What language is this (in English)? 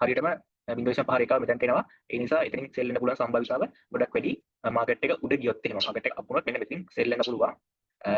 Sinhala